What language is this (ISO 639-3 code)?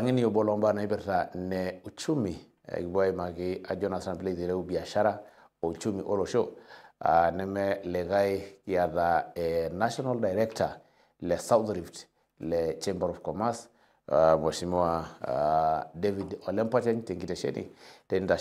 mas